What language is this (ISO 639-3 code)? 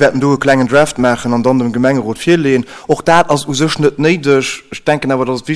ltz